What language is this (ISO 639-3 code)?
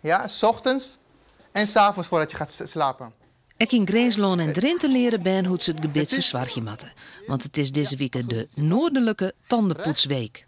fry